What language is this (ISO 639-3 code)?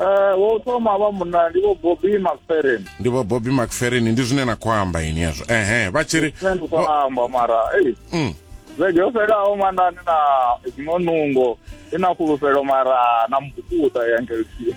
ven